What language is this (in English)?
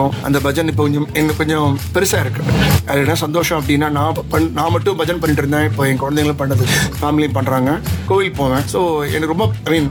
Tamil